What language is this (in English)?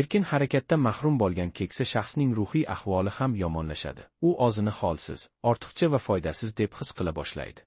Uzbek